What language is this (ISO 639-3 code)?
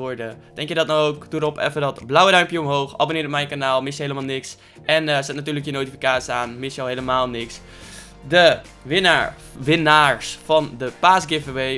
nld